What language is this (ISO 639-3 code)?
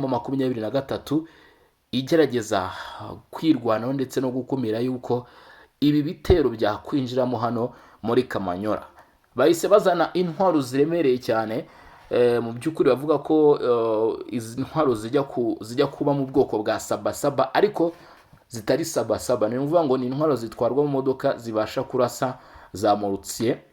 kin